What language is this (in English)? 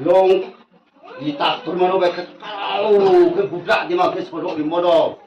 Riang (India)